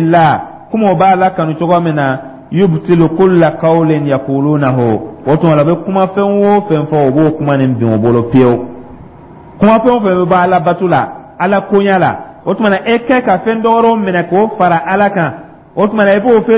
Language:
Dyula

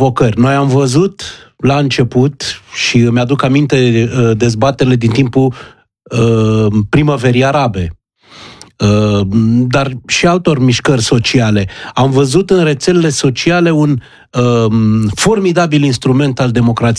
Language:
Romanian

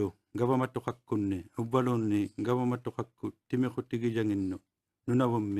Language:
Inuktitut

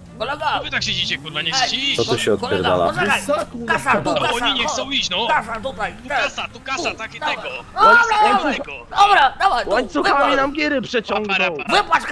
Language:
Polish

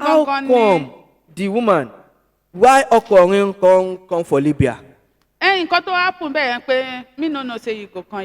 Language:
Yoruba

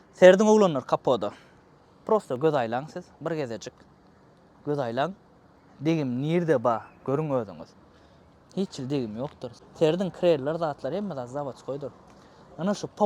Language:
Turkmen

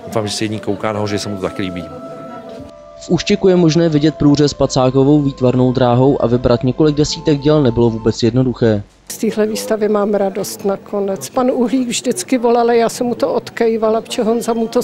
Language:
Czech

